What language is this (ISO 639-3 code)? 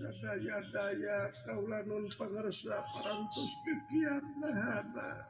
sun